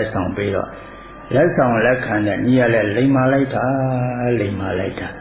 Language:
Burmese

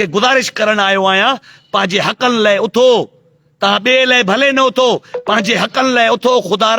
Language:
Sindhi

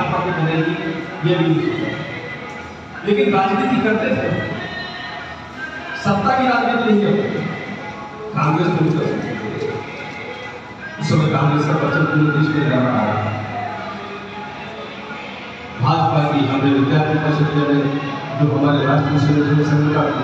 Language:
Hindi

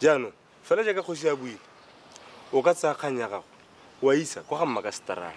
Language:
Tswana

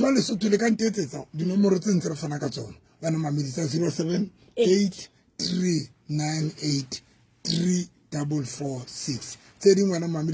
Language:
Southern Sotho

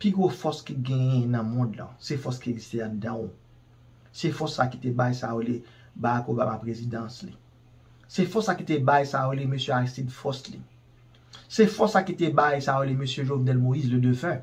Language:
Haitian Creole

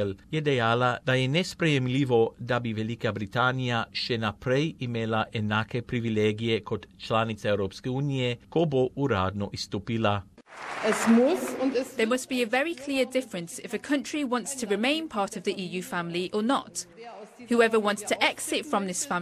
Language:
Slovenian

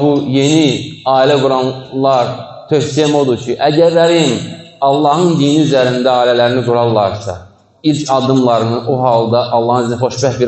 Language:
Azerbaijani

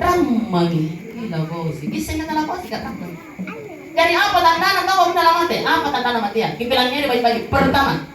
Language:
Makasar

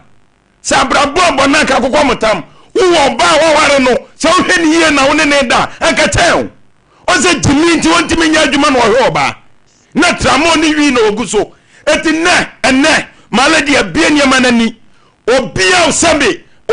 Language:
Akan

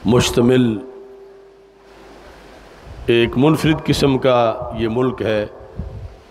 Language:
Urdu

